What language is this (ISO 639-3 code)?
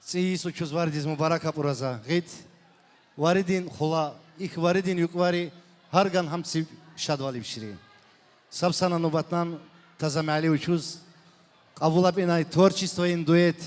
tab